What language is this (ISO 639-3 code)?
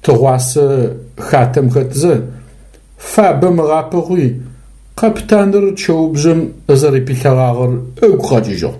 ady